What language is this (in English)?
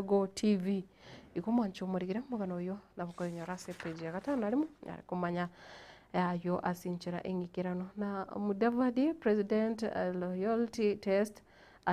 Gusii